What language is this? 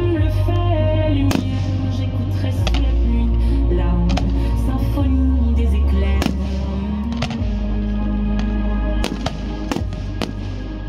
French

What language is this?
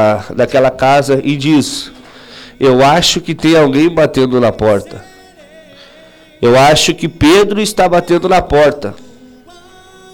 Portuguese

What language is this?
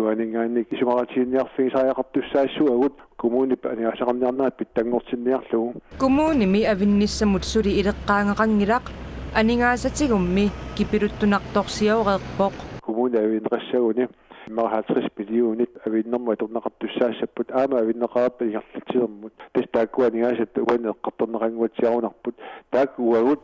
Kalaallisut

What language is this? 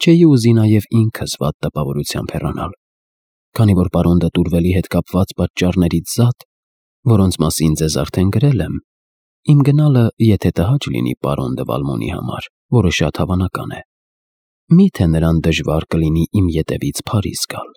Armenian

